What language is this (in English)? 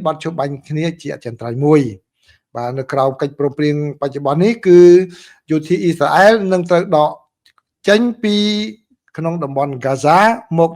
Khmer